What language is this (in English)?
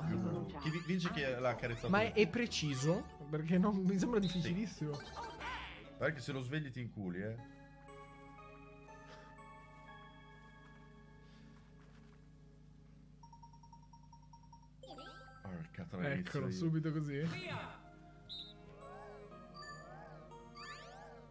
Italian